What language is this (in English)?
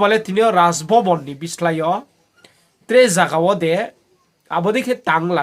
Riang (India)